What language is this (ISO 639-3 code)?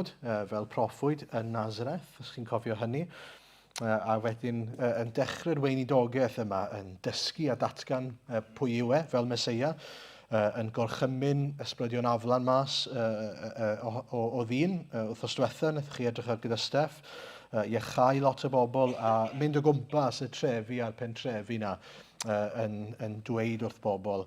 cym